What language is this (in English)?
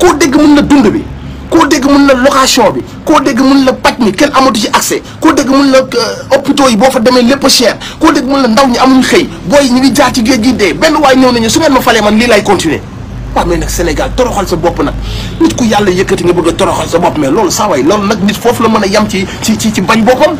Wolof